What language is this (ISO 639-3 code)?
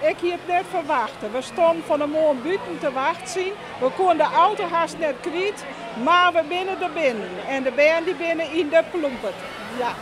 fry